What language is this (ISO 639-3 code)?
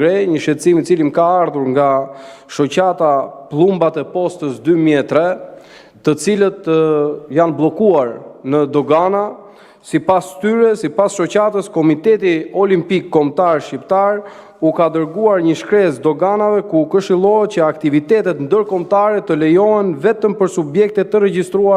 sqi